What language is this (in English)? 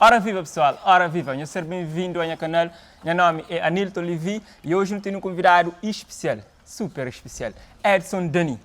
Kabuverdianu